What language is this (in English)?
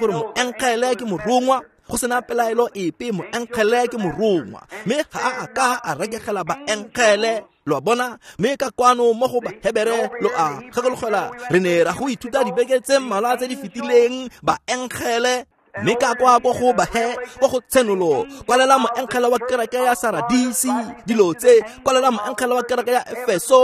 Tswana